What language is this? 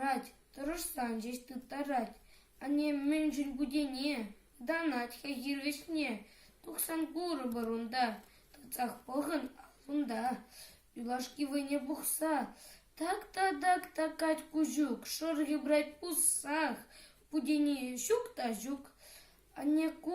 Chuvash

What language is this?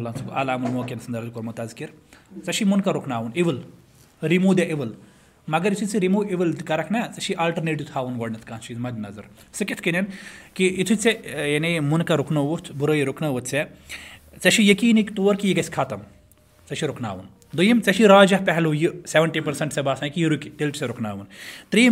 Kashmiri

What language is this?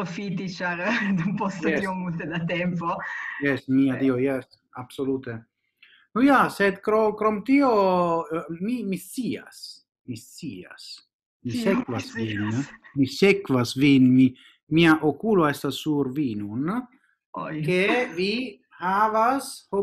Esperanto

